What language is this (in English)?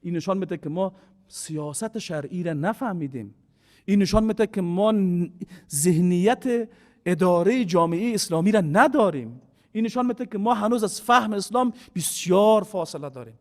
Persian